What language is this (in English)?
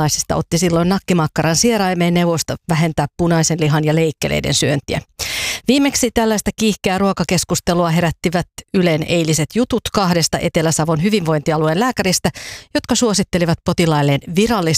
Finnish